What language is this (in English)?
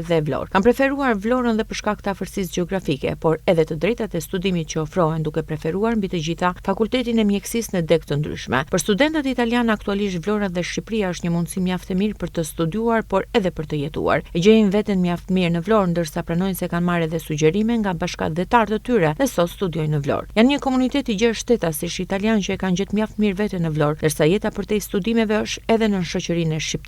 Albanian